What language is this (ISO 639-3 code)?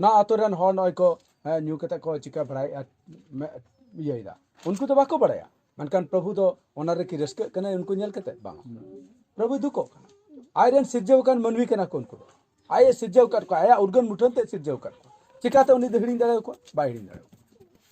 sat